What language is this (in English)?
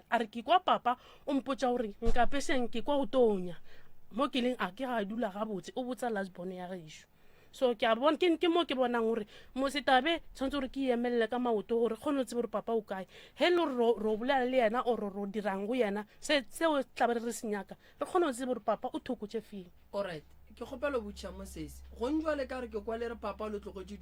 Northern Sotho